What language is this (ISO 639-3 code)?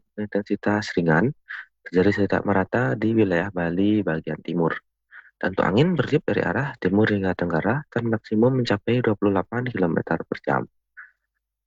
ind